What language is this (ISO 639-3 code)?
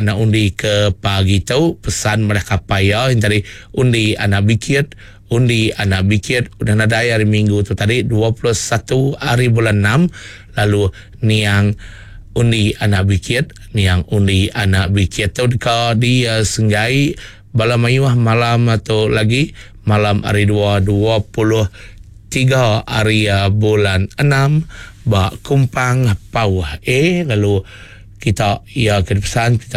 iba